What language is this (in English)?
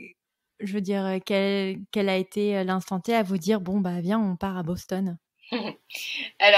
French